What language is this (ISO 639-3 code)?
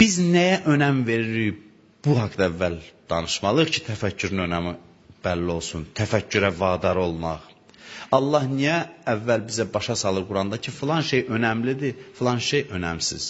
aze